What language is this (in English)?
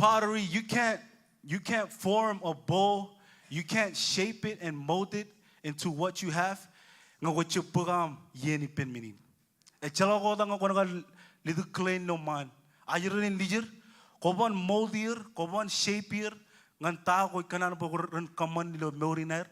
Marshallese